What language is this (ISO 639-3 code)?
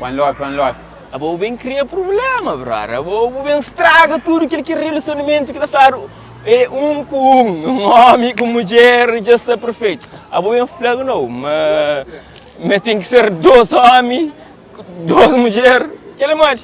kea